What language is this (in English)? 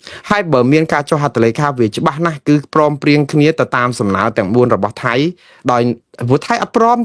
Khmer